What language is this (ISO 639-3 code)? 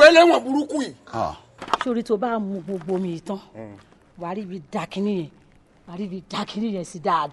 yor